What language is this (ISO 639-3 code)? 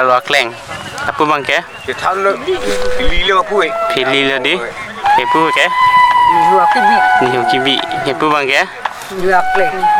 mjw